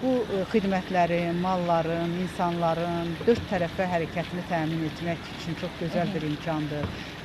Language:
Azerbaijani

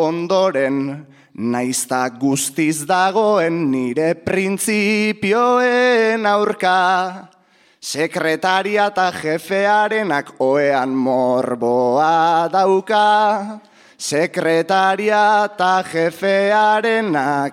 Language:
Basque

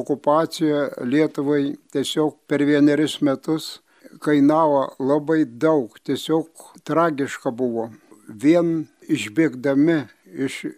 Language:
Lithuanian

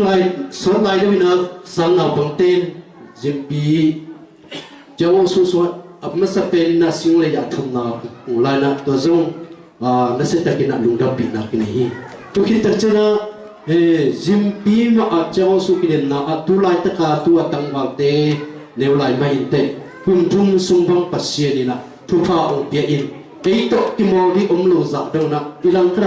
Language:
Tedim Chin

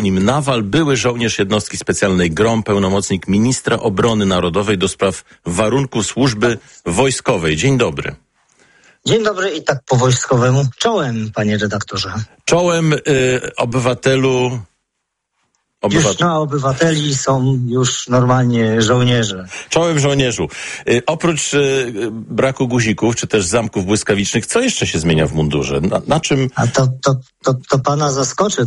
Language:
Polish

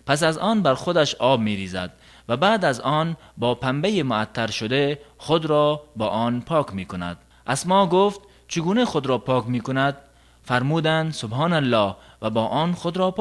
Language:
Tajik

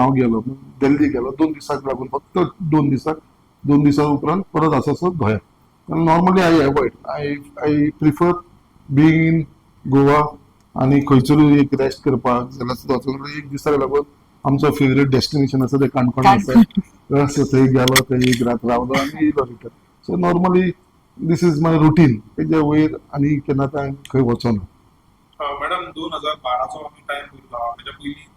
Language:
Konkani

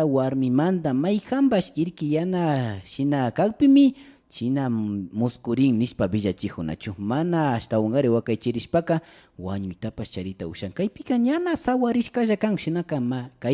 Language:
Imbabura Highland Quichua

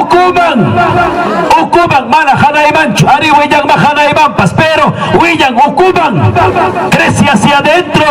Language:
Ayacucho Quechua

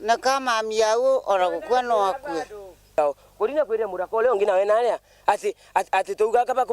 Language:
Meru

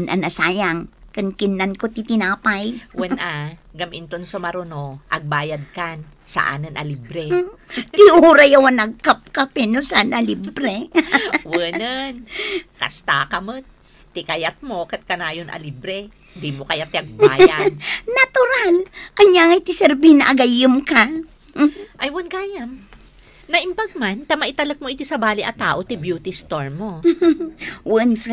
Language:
Iloko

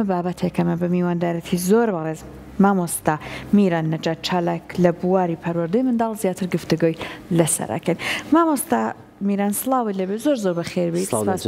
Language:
Central Kurdish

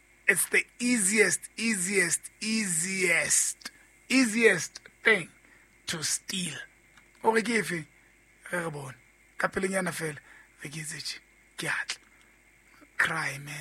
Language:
Southern Sotho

